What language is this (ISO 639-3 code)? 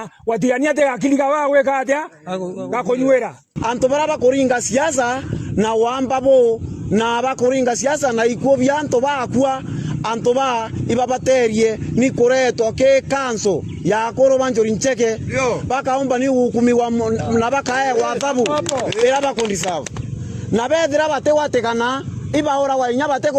mer